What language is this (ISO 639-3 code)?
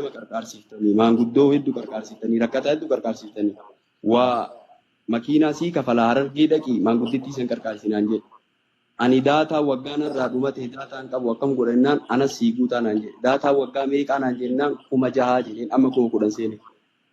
orm